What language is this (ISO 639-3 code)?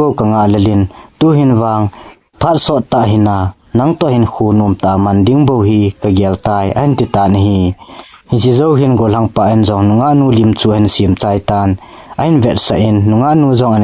tcz